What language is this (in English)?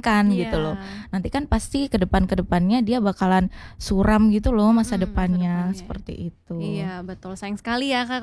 Indonesian